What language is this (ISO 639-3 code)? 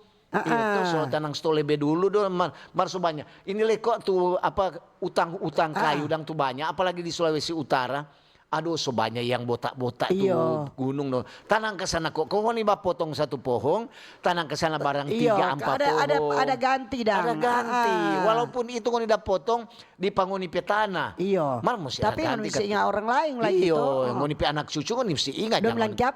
xmm